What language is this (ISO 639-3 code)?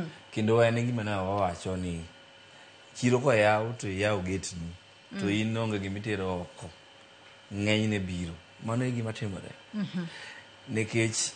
luo